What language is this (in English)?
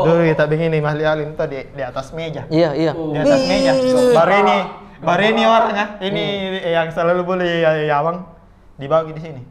Makassar Malay